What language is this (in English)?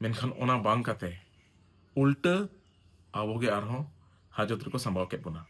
Santali